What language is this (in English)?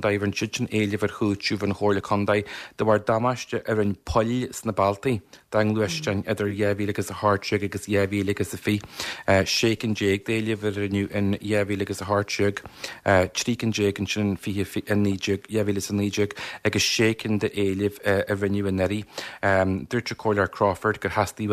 Irish